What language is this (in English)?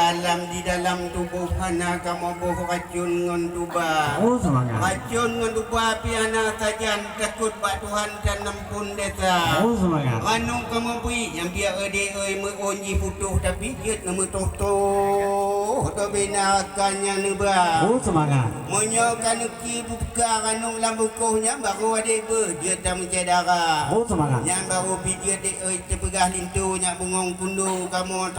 Achinese